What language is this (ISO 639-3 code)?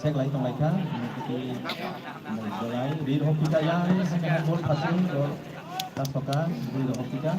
trp